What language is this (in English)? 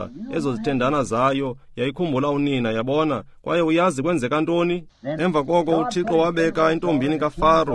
Xhosa